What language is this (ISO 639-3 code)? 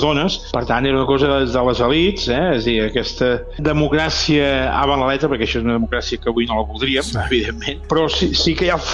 cat